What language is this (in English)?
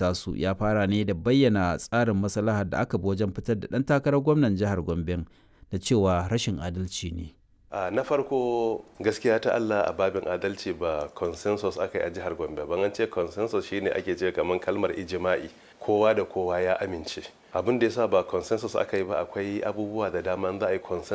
Hausa